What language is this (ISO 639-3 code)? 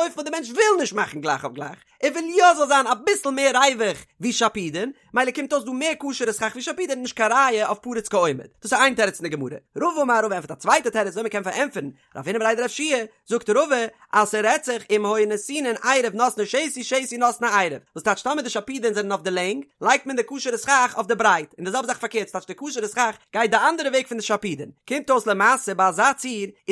yid